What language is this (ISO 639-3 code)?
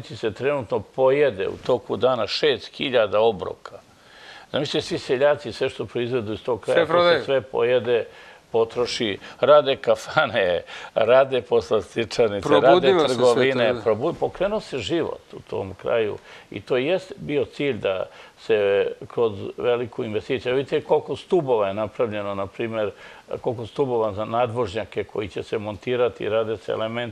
srp